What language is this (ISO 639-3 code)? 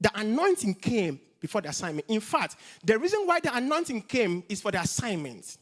eng